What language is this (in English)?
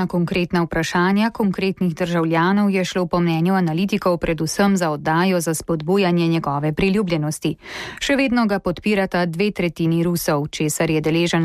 Slovenian